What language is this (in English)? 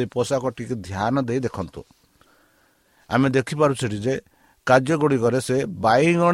Odia